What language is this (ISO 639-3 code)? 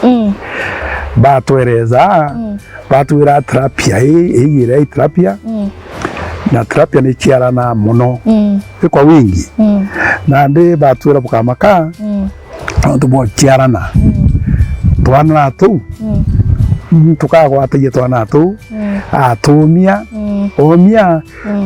mer